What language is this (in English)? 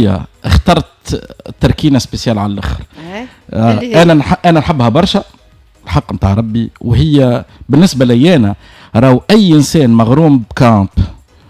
Tunisian Arabic